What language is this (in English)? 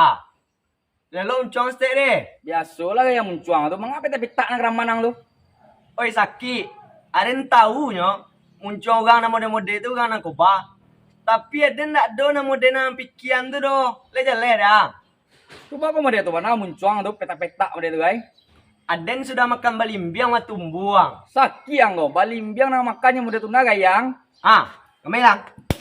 Minangkabau